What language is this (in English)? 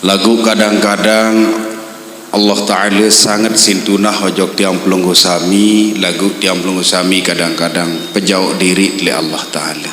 Sasak